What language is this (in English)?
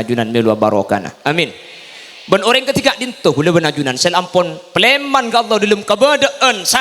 Madurese